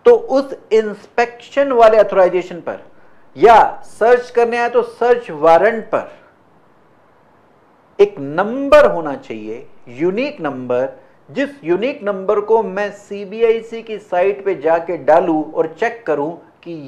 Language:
Hindi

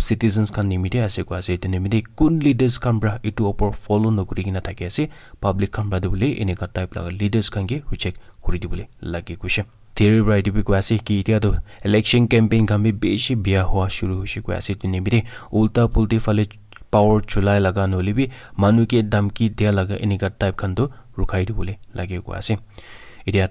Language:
Naga Pidgin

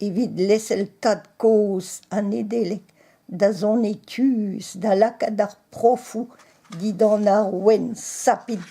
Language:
Breton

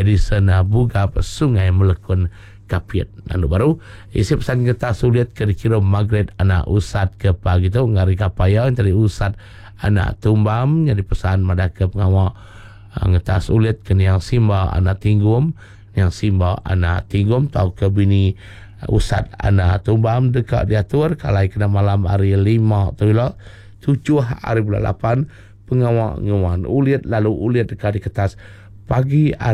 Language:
Iban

